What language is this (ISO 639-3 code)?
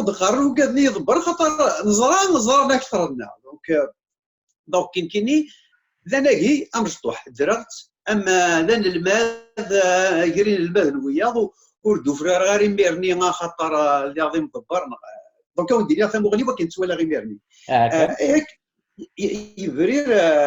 kab